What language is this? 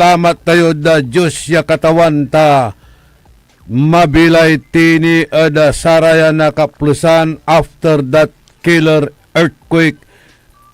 Pangasinan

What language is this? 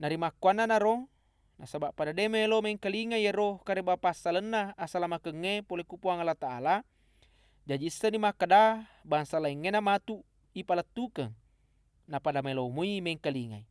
Buginese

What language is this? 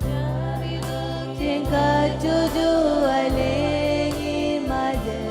Marshallese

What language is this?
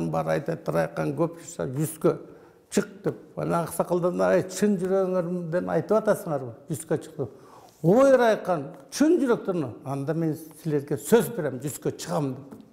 Kyrgyz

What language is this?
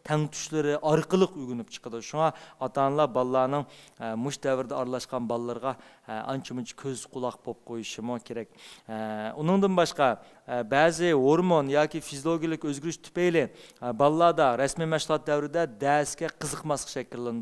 Uyghur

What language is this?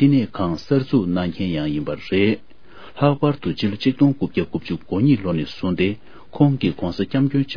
Tibetan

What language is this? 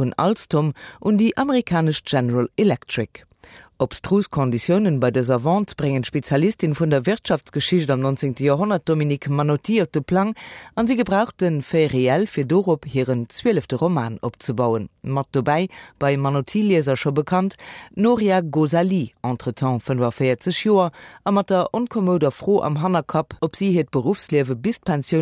Luxembourgish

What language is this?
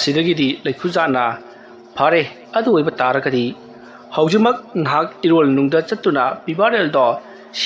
Manipuri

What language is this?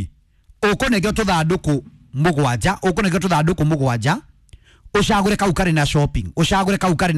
Kikuyu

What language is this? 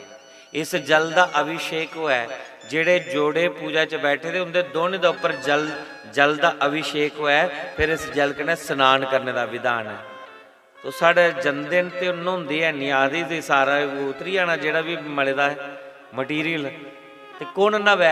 Dogri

